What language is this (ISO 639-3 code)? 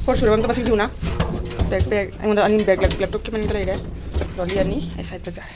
mni